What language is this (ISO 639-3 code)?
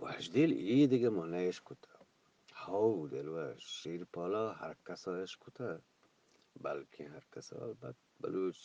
bgp